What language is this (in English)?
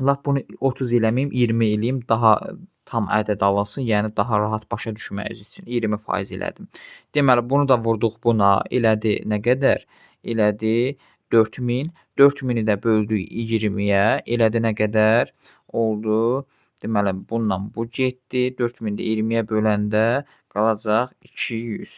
Azerbaijani